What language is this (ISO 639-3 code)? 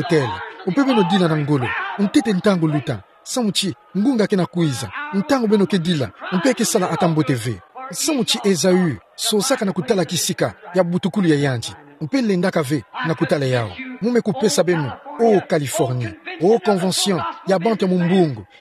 ktu